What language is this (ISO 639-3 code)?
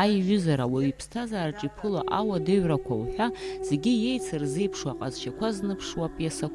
abk